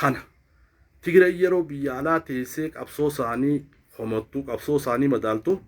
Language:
Oromo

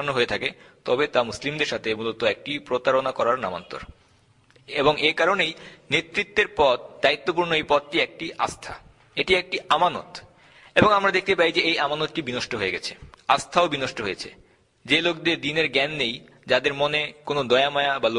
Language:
Bangla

